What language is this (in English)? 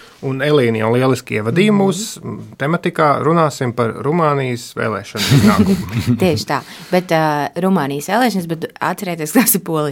Latvian